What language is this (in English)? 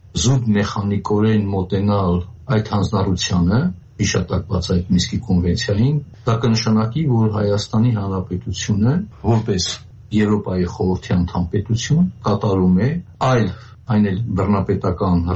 Armenian